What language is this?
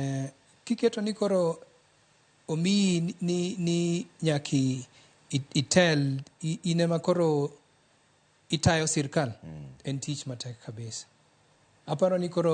Luo (Kenya and Tanzania)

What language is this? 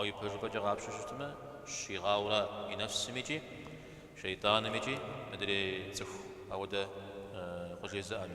Kabardian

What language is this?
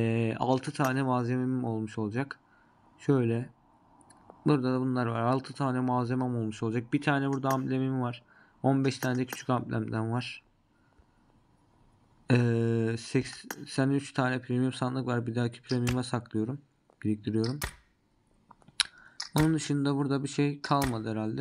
Turkish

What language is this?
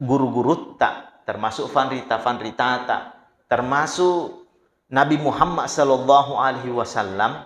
Buginese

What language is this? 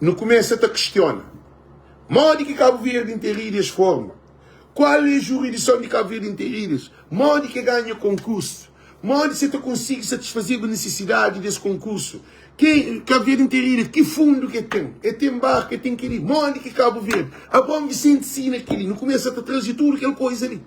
Kabuverdianu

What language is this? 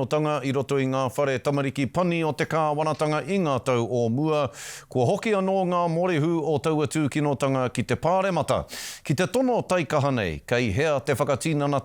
Māori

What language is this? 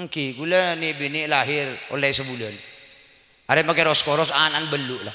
Madurese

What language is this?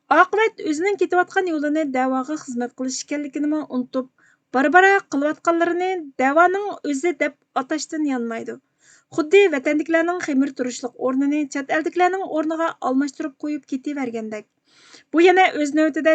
Uyghur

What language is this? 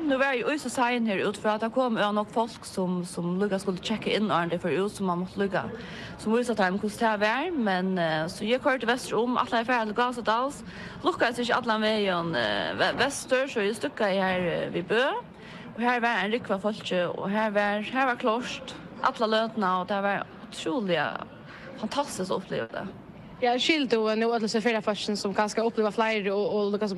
Faroese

